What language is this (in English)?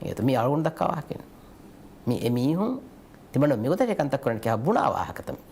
Divehi